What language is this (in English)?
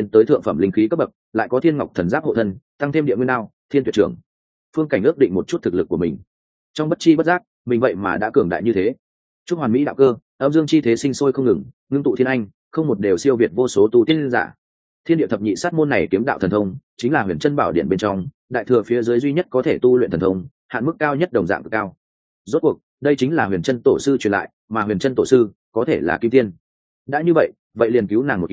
Vietnamese